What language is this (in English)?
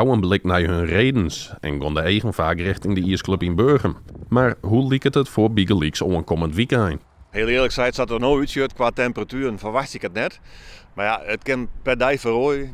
Western Frisian